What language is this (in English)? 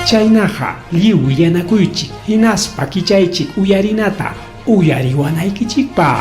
Ayacucho Quechua